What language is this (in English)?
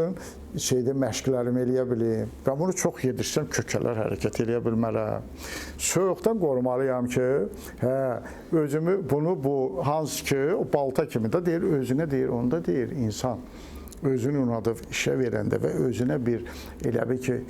Azerbaijani